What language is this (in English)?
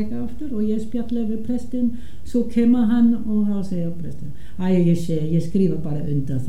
Icelandic